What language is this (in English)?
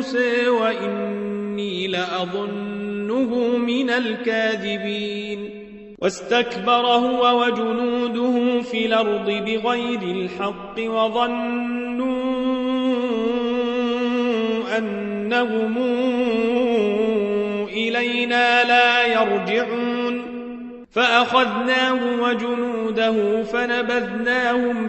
Arabic